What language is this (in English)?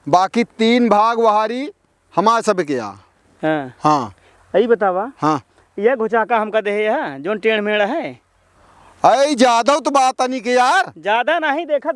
Awadhi